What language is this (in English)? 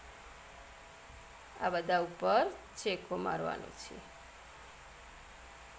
Gujarati